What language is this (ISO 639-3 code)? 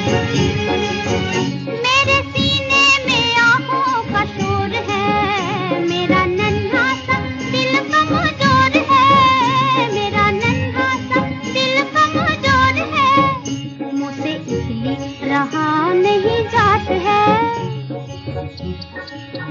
hin